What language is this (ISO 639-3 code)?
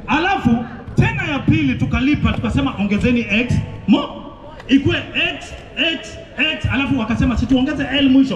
swa